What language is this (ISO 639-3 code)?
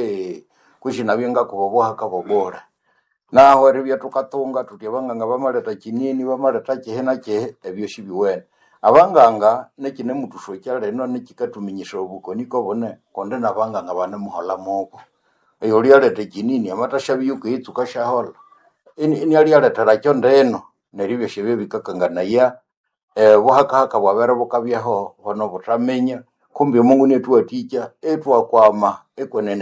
nnb